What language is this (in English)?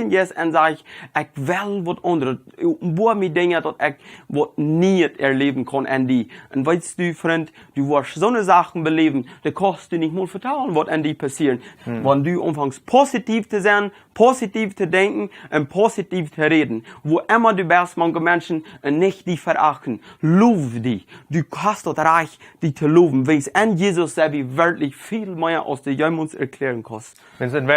Plautdietsch